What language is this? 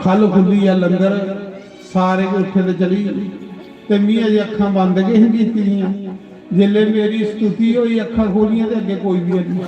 Dogri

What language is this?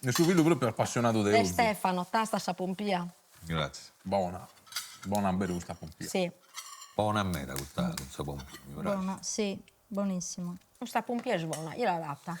Sardinian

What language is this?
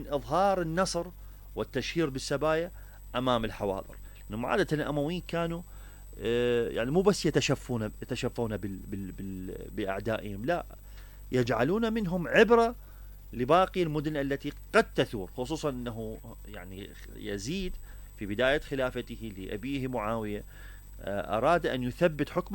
Mesopotamian Arabic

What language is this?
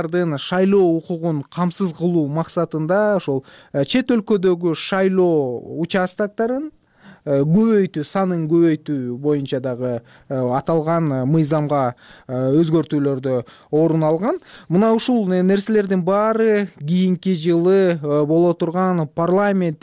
Kyrgyz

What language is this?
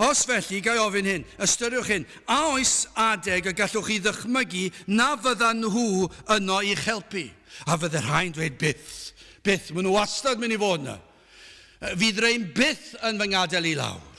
Welsh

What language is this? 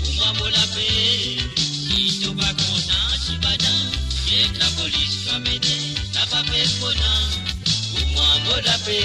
Morisyen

